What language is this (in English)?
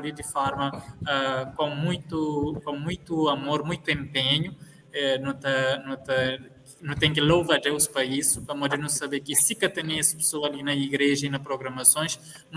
Kabuverdianu